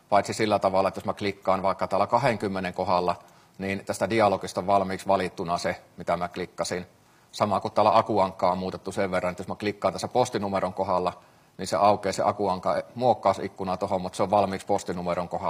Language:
Finnish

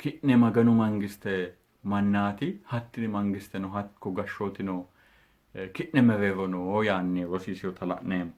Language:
Sidamo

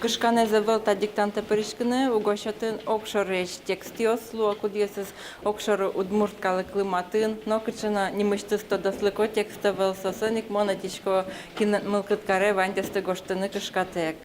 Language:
Udmurt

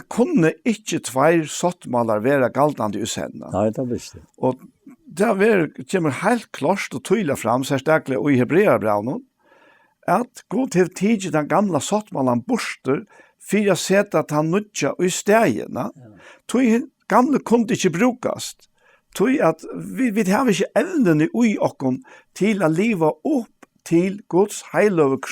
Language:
Faroese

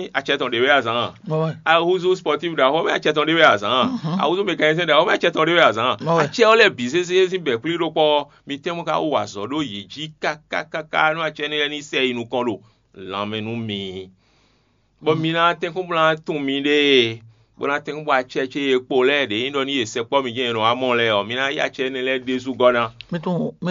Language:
Fon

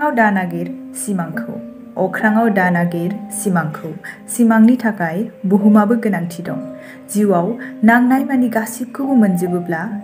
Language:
Bodo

